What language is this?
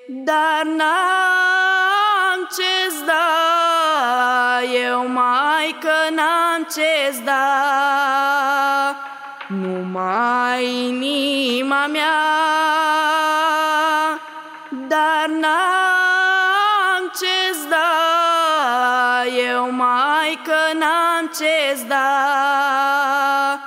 Romanian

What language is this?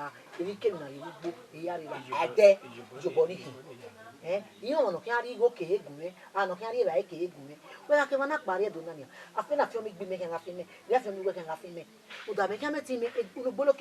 Bini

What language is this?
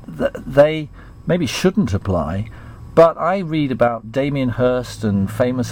English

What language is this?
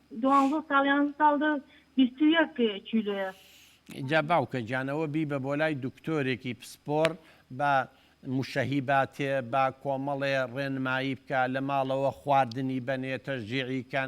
Central Kurdish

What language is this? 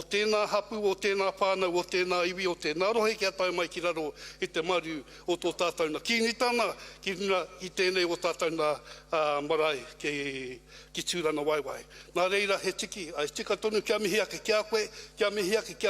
Māori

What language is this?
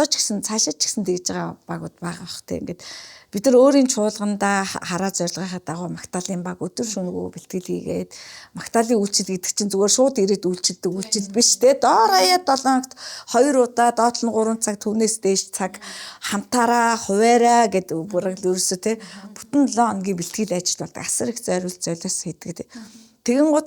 Mongolian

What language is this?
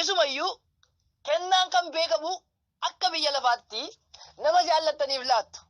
Oromo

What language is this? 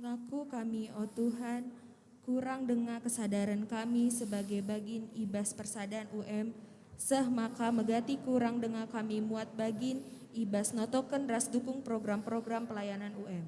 Batak Karo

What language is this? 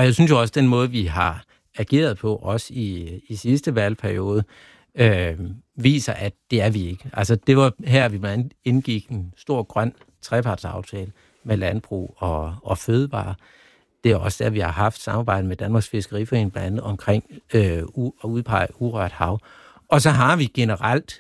Danish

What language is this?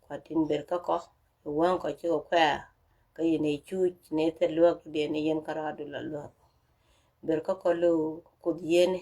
Nuer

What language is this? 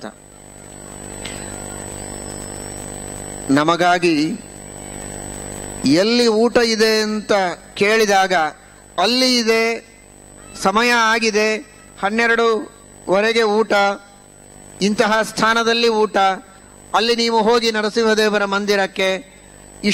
Kannada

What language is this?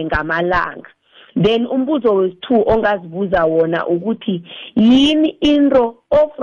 South Ndebele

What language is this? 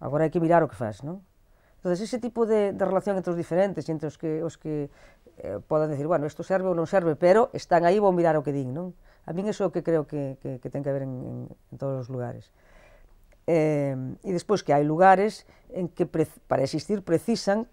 Galician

